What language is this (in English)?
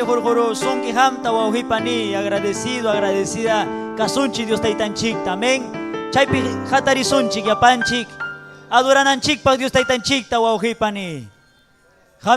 Ayacucho Quechua